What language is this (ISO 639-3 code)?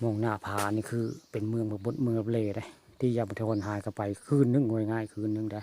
tts